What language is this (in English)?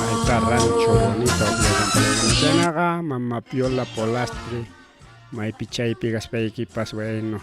Ayacucho Quechua